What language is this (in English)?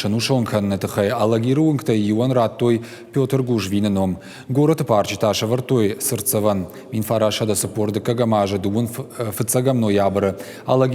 Ossetic